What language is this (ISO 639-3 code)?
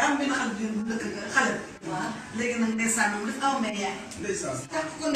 wol